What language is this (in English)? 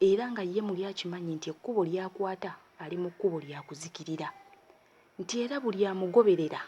Ganda